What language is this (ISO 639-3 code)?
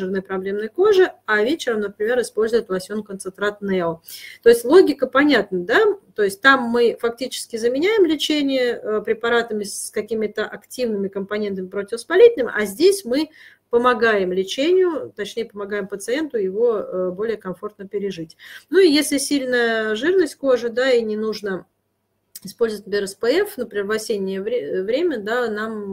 rus